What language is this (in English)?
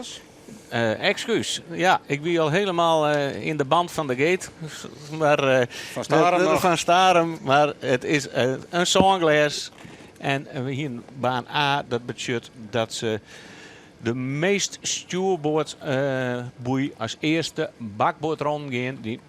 Western Frisian